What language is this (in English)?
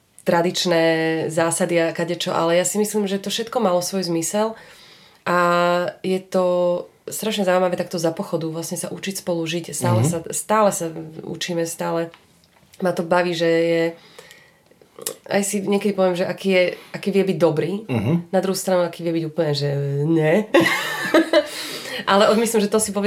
Slovak